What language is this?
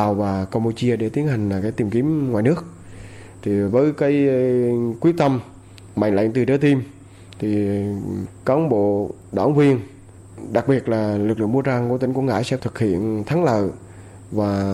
Vietnamese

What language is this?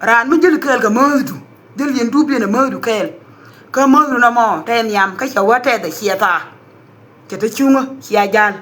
Nuer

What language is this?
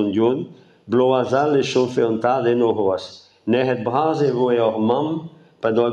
Breton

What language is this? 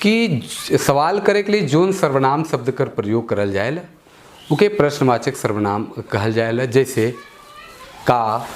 Sadri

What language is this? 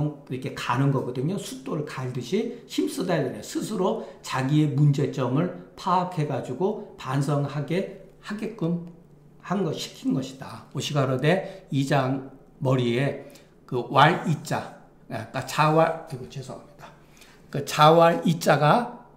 Korean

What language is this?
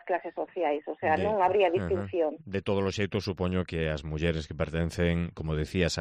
Galician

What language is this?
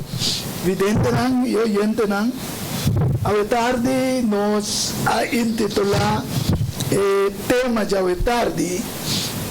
Papiamento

